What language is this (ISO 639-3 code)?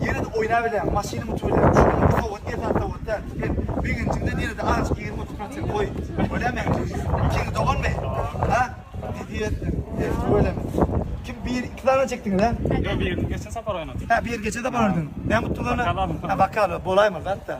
tuk